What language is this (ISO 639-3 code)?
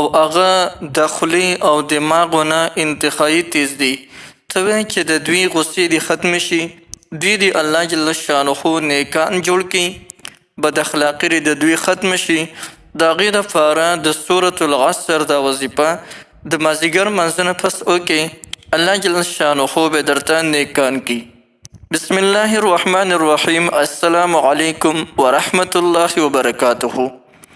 pus